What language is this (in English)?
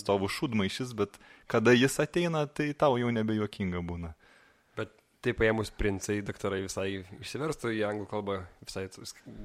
Lithuanian